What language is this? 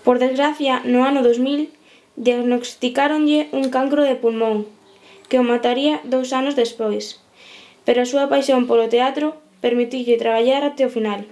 Galician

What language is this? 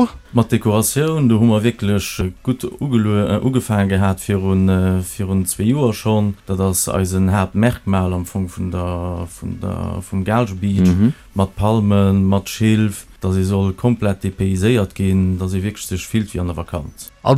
Luxembourgish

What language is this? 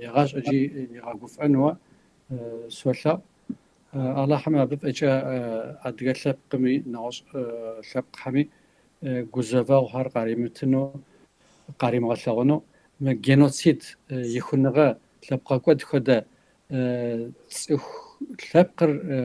Kabardian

